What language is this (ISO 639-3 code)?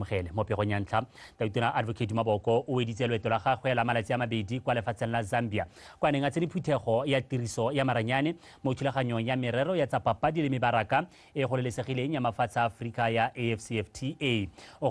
tsn